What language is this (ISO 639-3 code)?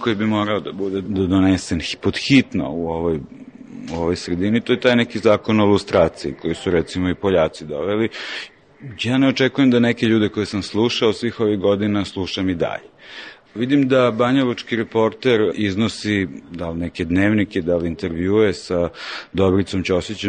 srp